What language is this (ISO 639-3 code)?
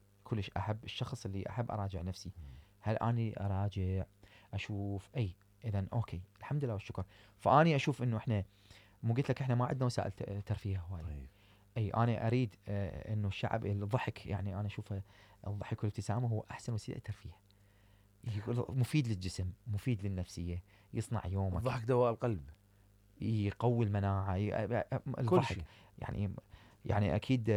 acm